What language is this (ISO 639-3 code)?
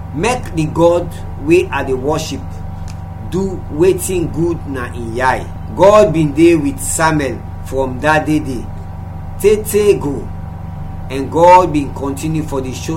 kri